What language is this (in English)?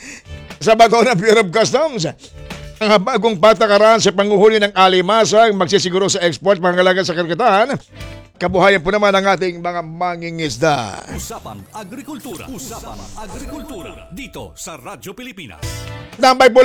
Filipino